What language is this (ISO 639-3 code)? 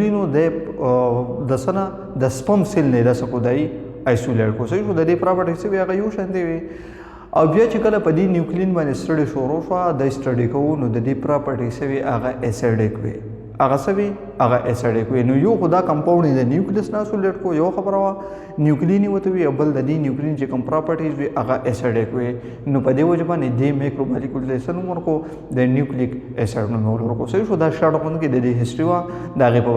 pus